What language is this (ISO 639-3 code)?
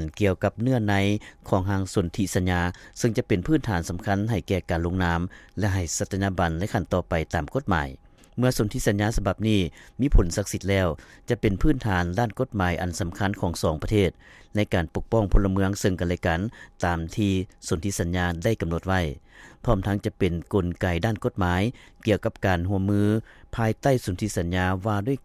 lao